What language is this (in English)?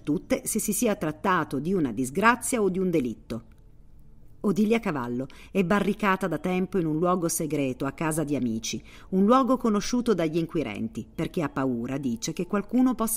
Italian